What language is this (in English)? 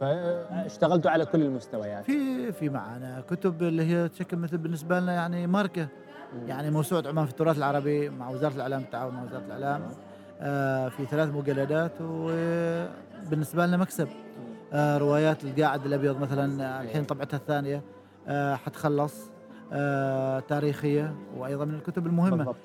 Gulf Arabic